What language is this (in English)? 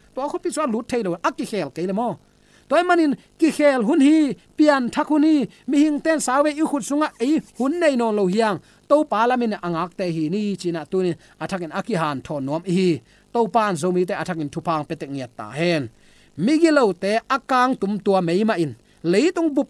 Tedim Chin